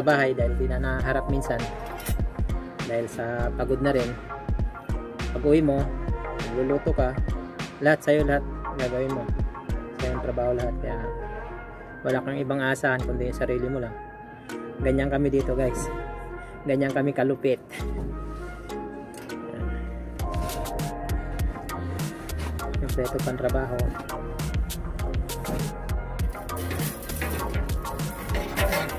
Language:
Filipino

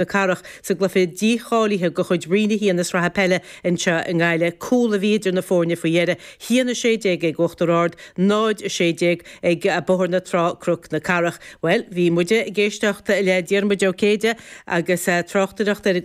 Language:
Irish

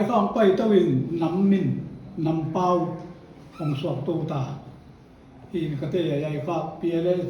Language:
Paite Chin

